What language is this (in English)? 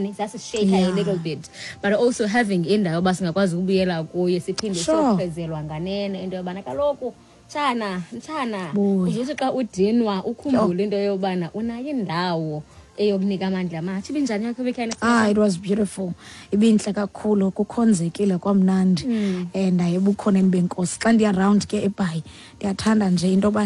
Xhosa